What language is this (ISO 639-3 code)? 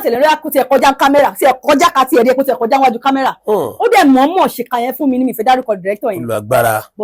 yor